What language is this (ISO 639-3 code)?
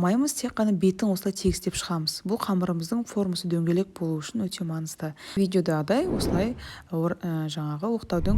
kaz